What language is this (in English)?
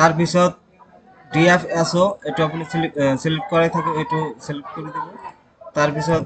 Assamese